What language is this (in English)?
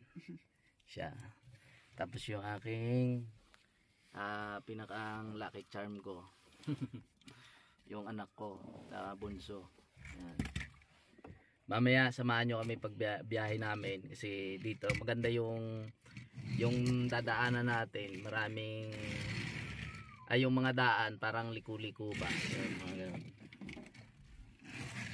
Filipino